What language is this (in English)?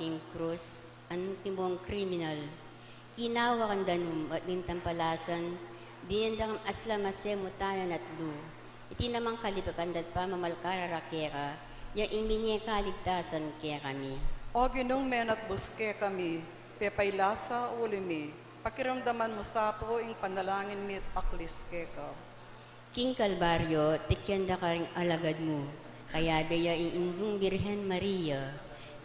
Pampanga